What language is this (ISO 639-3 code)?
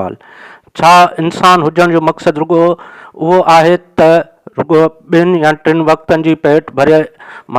snd